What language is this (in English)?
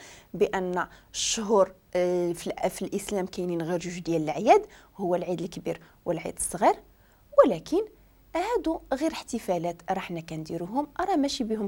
Moroccan Arabic